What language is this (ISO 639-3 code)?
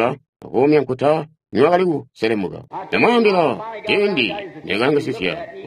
toi